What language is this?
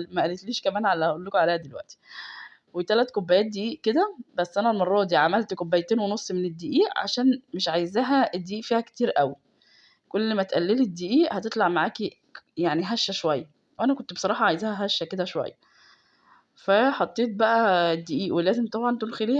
Egyptian Arabic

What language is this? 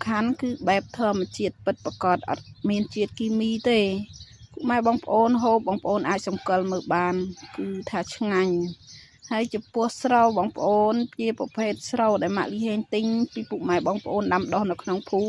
Khmer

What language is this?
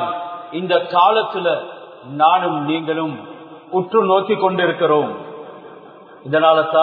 Tamil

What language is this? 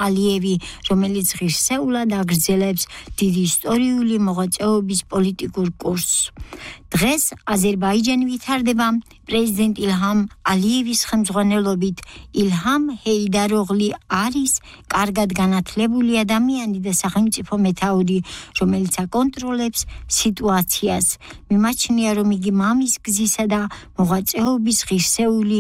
Georgian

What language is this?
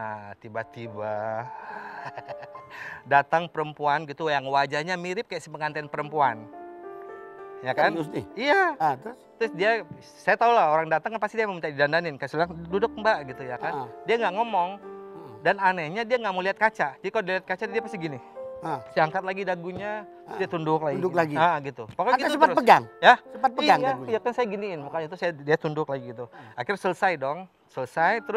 Indonesian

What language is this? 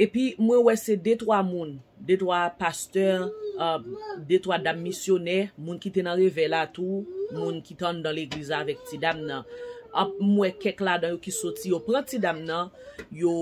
Haitian Creole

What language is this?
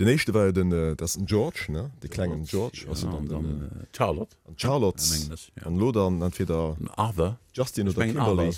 Luxembourgish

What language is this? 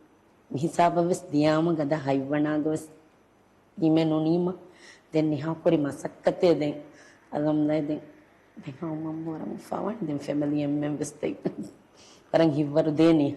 Divehi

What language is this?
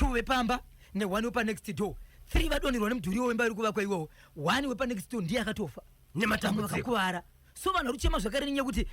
Shona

